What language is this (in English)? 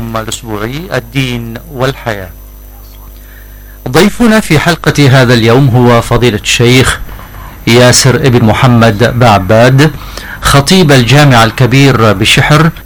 Arabic